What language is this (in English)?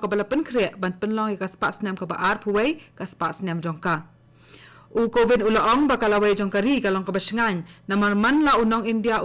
Khasi